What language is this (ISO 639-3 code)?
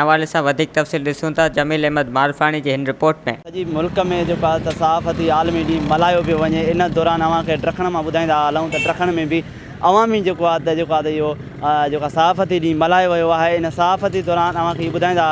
snd